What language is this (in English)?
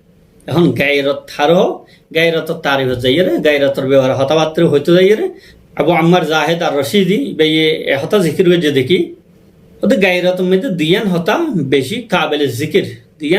Rohingya